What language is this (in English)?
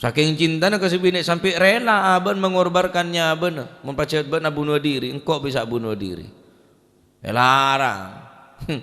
Madurese